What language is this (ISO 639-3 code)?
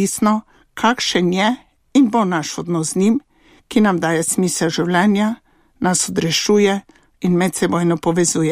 slv